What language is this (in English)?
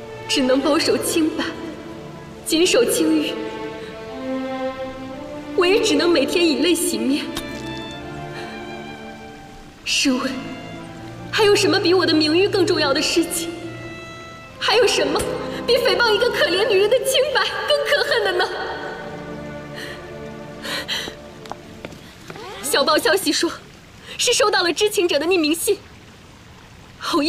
Chinese